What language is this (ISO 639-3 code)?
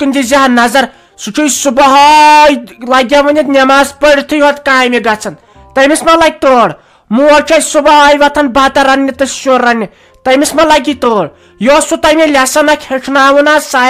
kas